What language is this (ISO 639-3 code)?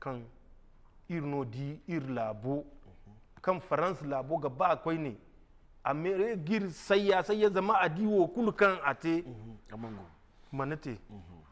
dje